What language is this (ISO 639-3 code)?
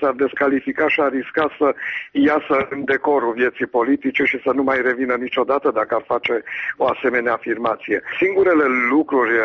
ron